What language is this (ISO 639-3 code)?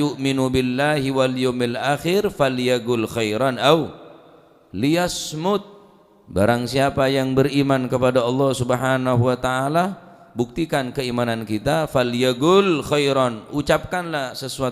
mad